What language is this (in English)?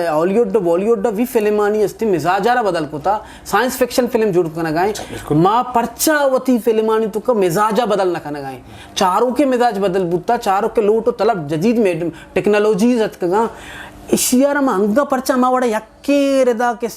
Eastern Balochi